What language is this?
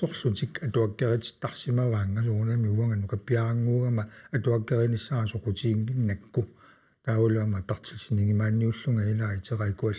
Kalaallisut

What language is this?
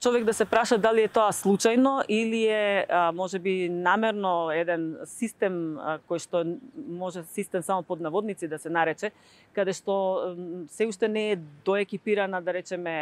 Macedonian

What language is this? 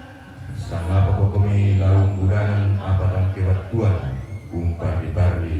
Toraja-Sa'dan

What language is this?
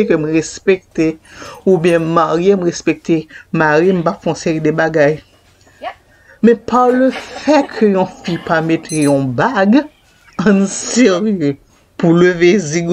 Haitian Creole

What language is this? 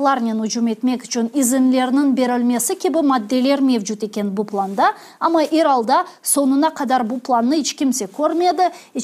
Crimean Tatar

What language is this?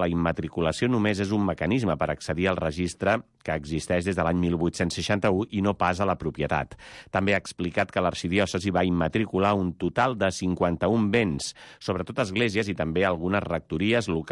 Catalan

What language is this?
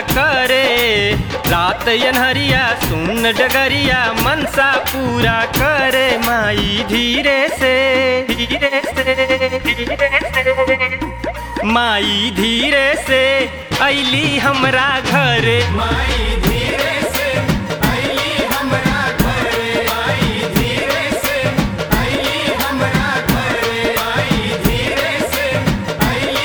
Bhojpuri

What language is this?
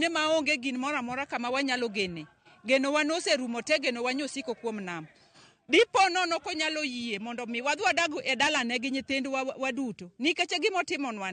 Luo (Kenya and Tanzania)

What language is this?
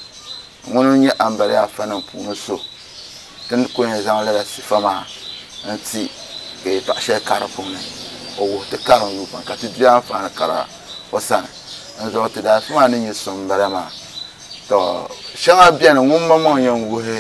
Dagbani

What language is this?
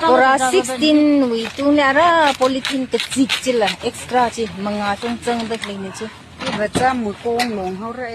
Tangkhul Naga (India)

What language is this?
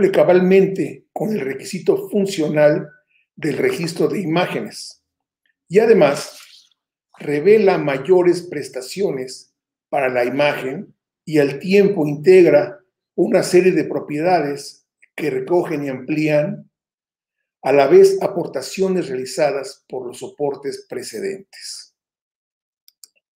Spanish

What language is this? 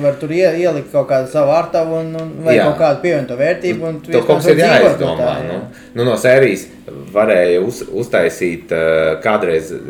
Latvian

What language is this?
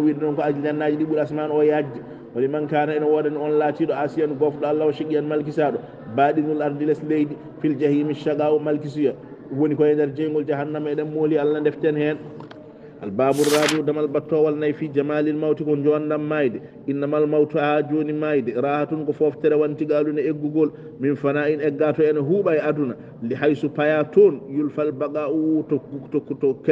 Fula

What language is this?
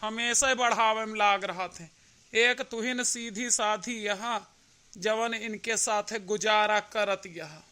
Awadhi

